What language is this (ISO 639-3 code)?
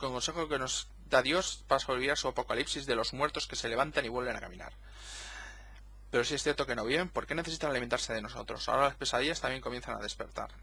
spa